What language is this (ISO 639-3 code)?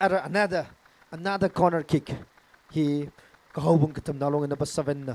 nmf